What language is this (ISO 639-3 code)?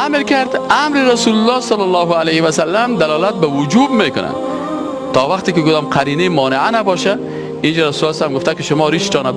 fas